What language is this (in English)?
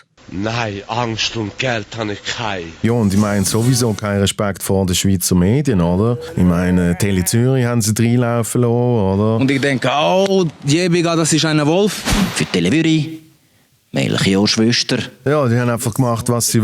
Swiss German